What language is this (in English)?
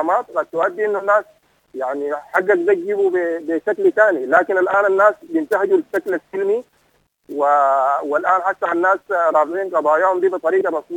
Sudanese Arabic